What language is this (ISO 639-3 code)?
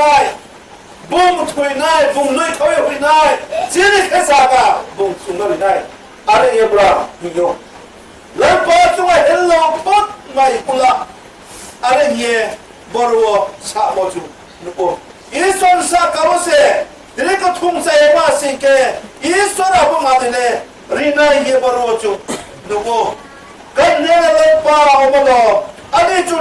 ria